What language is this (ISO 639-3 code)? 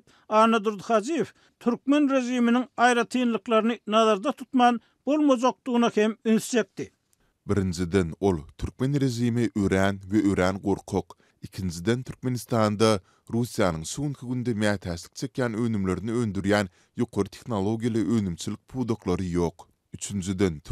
tuk